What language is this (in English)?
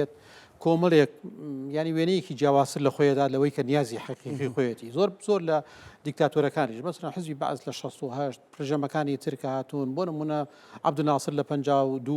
Central Kurdish